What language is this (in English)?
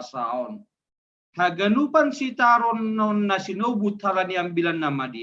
Batak Simalungun